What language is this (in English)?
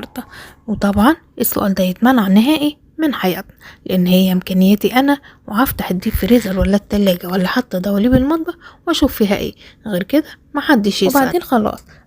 Egyptian Arabic